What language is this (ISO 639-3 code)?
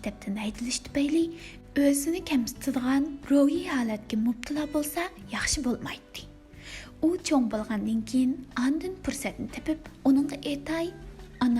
uig